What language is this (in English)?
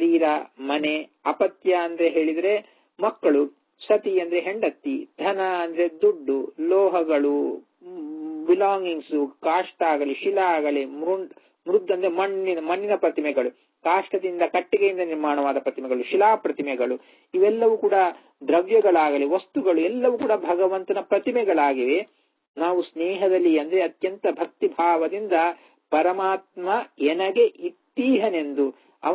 Kannada